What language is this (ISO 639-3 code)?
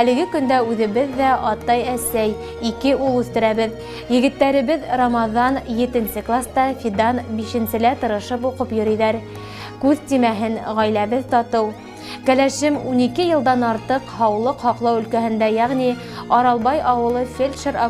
bak